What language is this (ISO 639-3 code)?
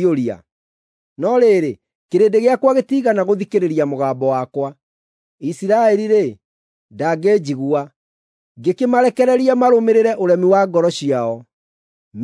kik